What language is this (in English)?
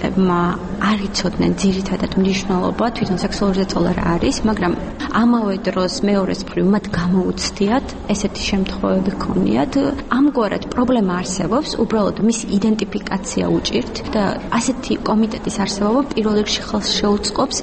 Georgian